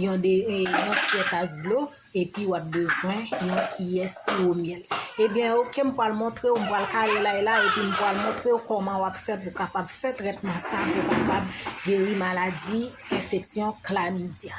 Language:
Haitian Creole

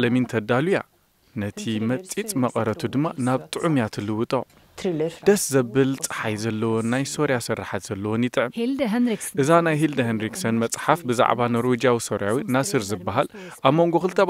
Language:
Tigrinya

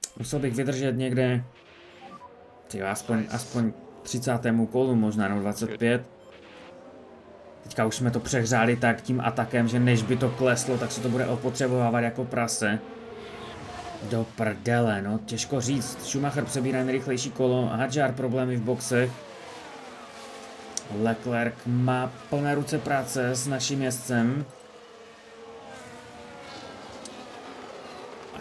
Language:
Czech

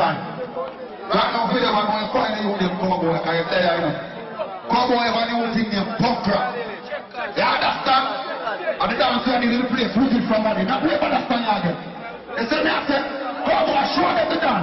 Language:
Jamaican Creole English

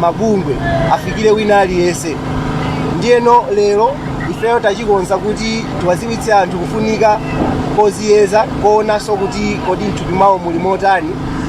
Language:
Nyanja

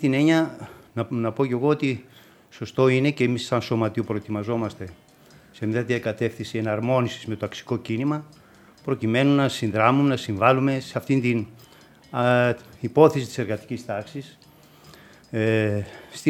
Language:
Greek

